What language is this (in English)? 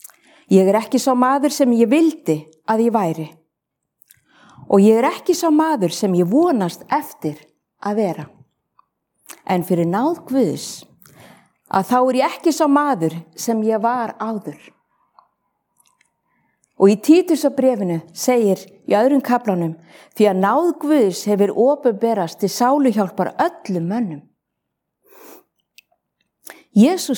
Icelandic